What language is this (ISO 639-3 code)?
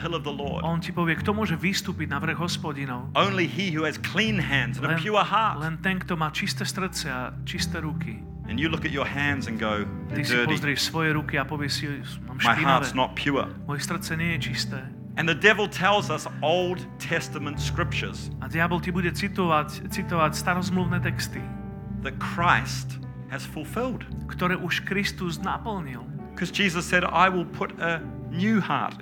slk